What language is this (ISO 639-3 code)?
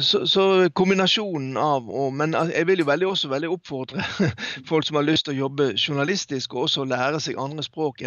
nor